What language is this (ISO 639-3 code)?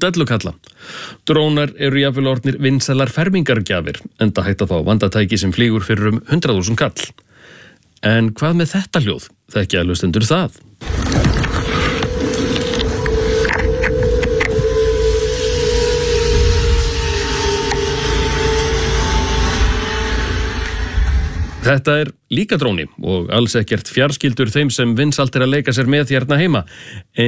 isl